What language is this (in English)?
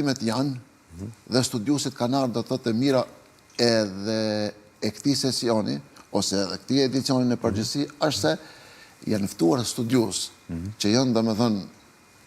Albanian